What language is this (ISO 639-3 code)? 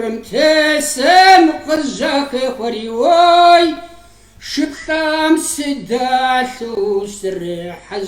kbd